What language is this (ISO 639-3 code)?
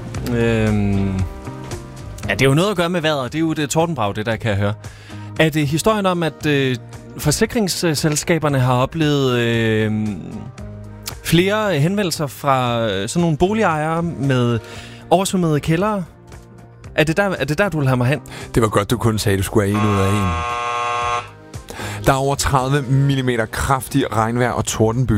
dan